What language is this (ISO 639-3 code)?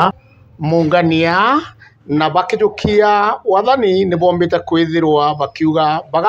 mer